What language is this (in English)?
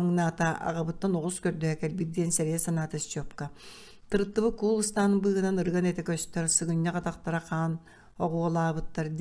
Yakut